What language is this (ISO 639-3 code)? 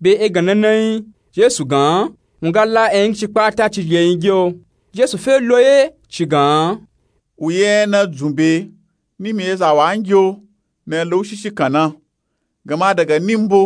nup